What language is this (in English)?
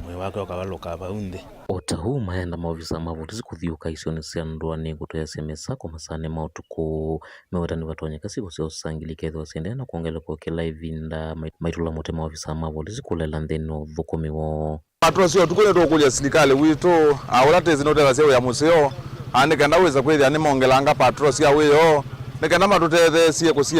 Kamba